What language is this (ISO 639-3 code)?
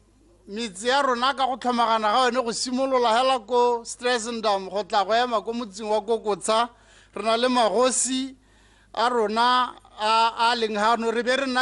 tsn